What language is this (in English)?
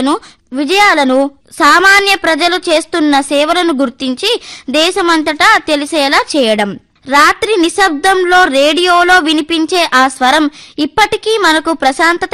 Telugu